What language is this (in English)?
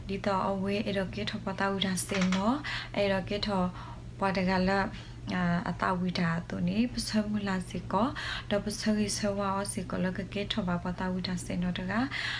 S'gaw Karen